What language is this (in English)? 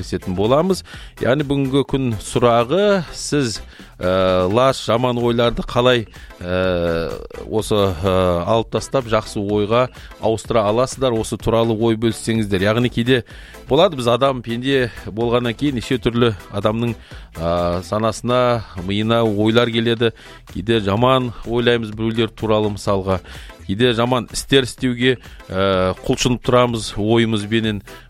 Kazakh